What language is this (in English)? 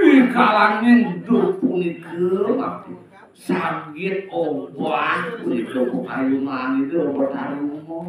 Balinese